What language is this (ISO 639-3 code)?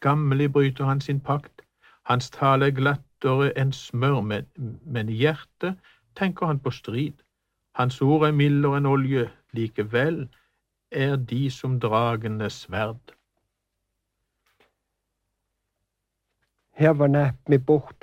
nor